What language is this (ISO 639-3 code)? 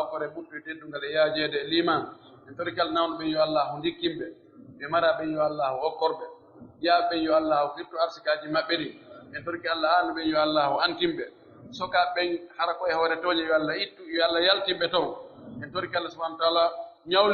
fuf